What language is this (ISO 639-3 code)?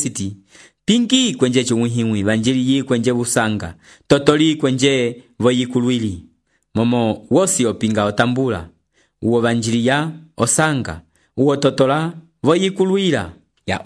umb